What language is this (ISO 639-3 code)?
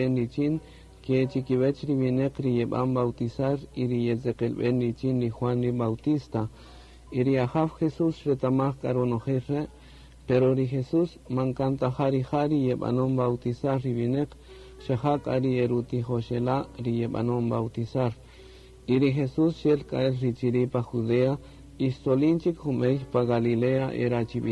cak